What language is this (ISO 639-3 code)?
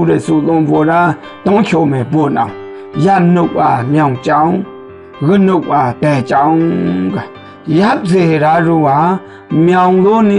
mhx